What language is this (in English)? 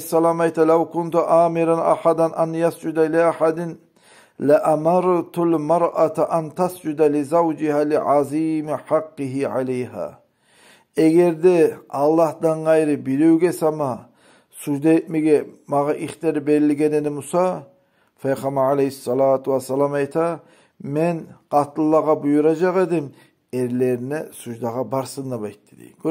Kumyk